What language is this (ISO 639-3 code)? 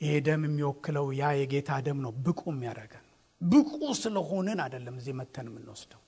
amh